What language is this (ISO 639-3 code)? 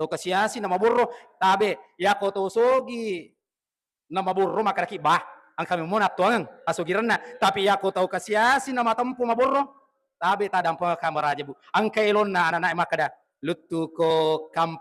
bug